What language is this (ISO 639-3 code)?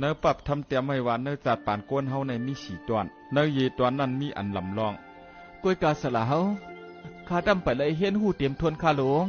shn